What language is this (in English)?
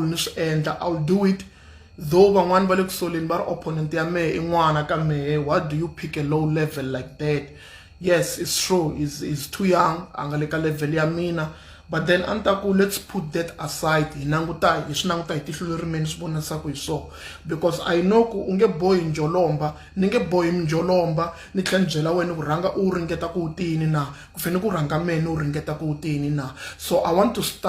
Tsonga